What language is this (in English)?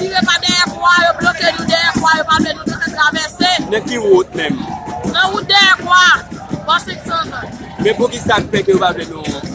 Haitian Creole